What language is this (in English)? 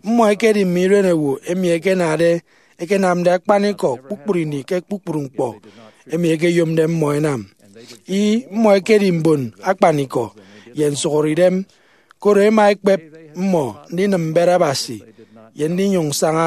Efik